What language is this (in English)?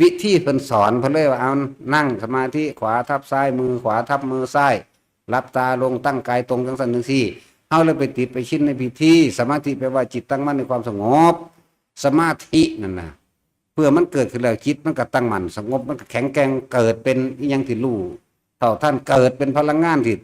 Northeastern Thai